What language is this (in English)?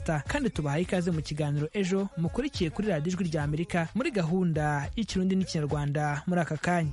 Kinyarwanda